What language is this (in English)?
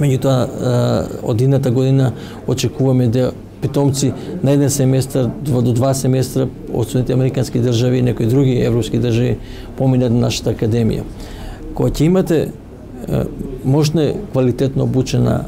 Macedonian